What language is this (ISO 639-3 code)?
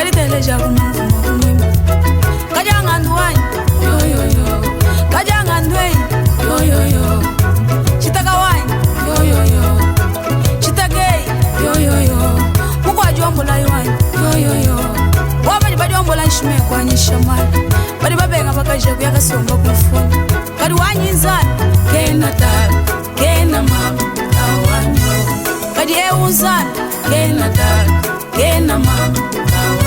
lua